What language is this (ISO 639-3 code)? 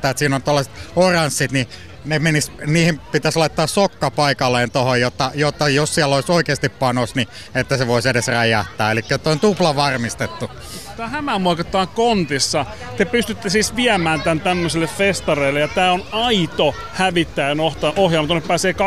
fin